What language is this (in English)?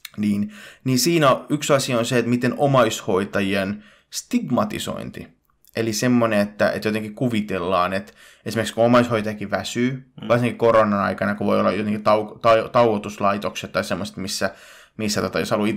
Finnish